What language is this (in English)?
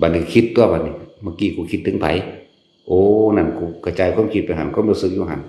Northeastern Thai